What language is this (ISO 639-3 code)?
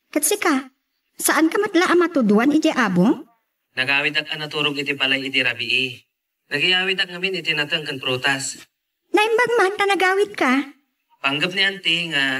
ilo